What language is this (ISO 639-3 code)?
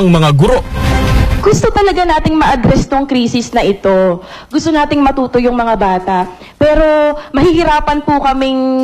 fil